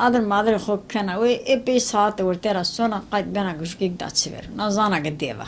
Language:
Zaza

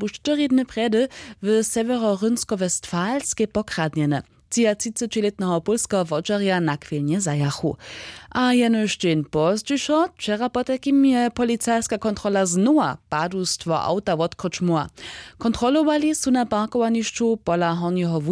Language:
Upper Sorbian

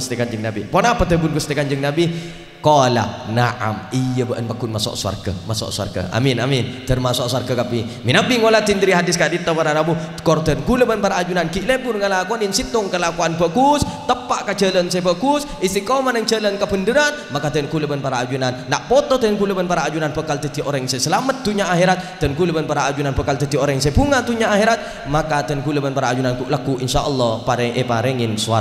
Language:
Madurese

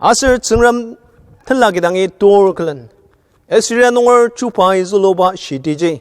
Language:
Ao Naga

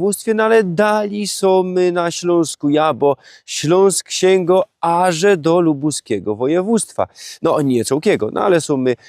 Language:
Silesian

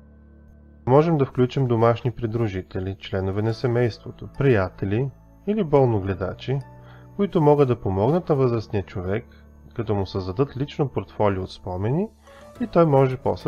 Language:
Bulgarian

